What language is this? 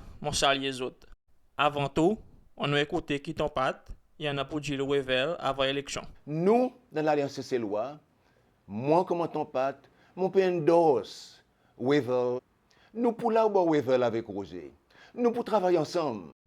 Seselwa Creole French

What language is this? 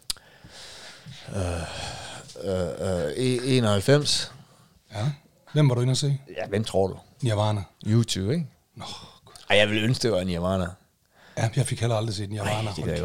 Danish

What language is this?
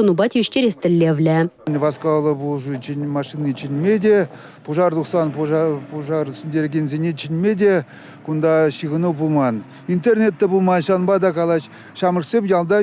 Chuvash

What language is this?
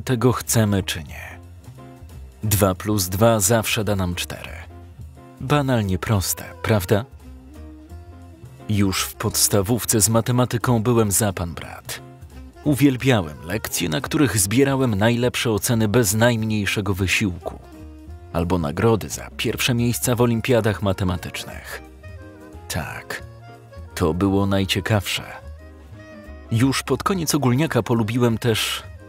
Polish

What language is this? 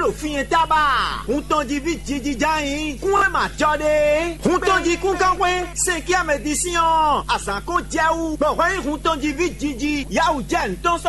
Fon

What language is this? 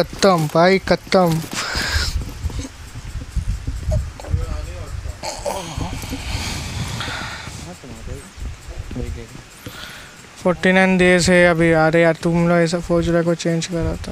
Hindi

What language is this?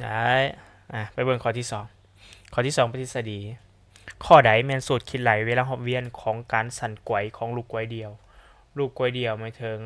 Lao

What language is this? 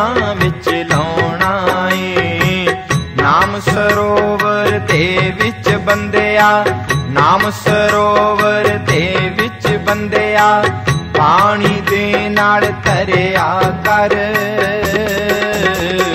Punjabi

